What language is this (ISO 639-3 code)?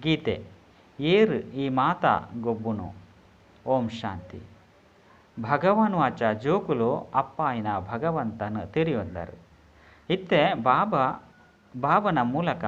tcy